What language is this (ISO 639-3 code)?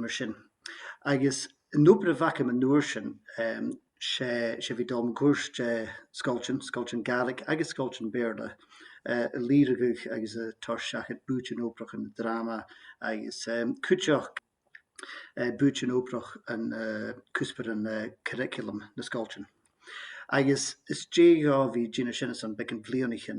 gla